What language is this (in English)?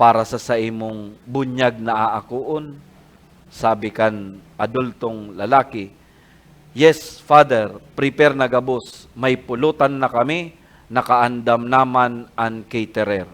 Bikol